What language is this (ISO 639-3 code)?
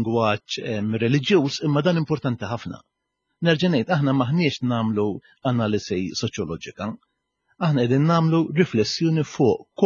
mlt